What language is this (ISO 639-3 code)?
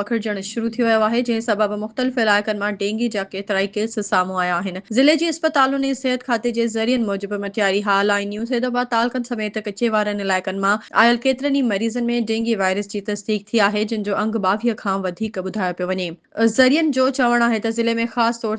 snd